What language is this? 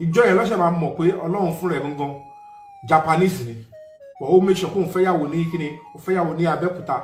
Yoruba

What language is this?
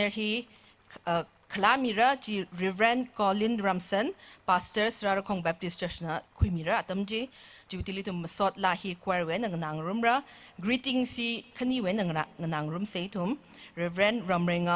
Tangkhul Naga (India)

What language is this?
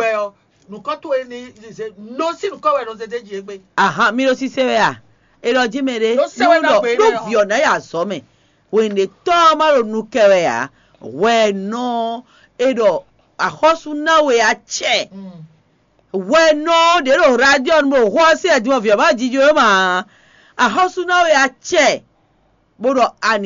Fon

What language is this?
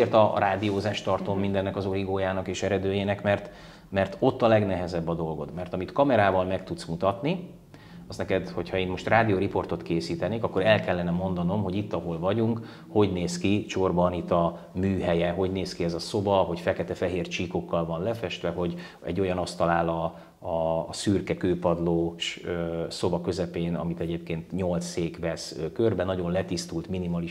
Hungarian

